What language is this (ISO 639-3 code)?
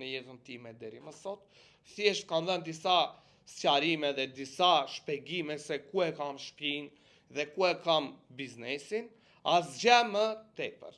sqi